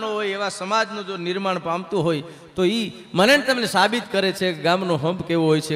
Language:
Gujarati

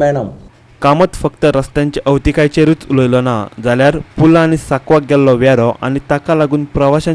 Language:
Konkani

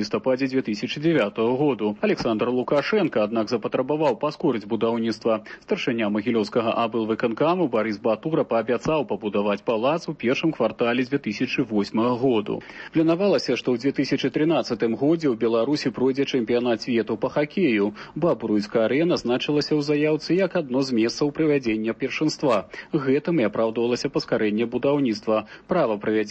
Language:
Belarusian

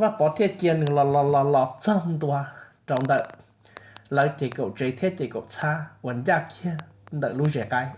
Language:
Hmong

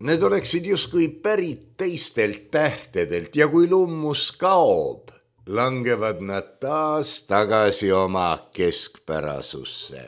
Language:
Estonian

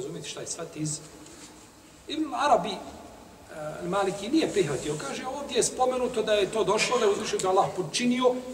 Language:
Bosnian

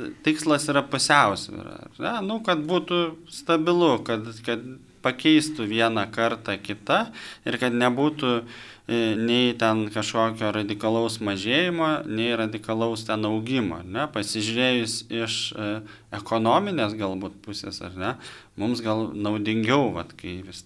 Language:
Lithuanian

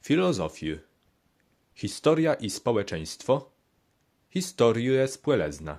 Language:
Kashubian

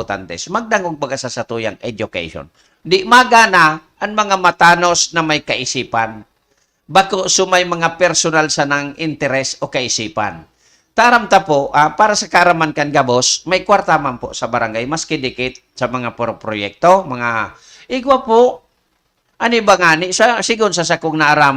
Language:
Bikol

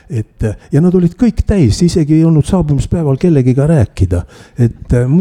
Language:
Estonian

